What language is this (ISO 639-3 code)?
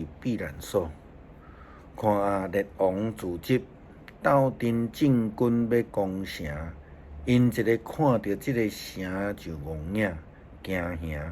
nan